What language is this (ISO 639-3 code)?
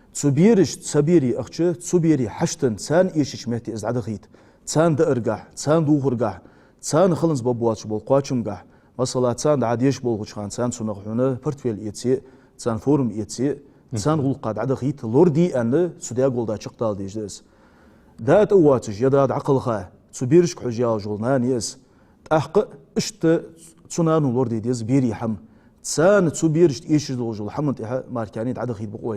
inh